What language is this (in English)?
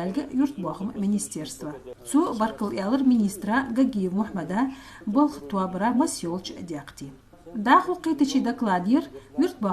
Ingush